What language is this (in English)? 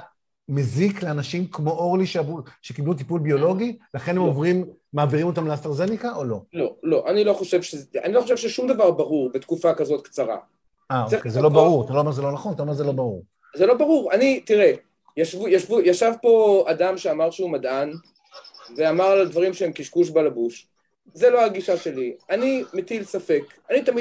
Hebrew